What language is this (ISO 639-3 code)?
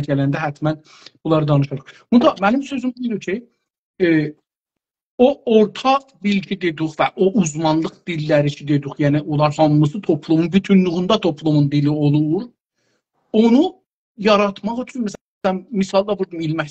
azb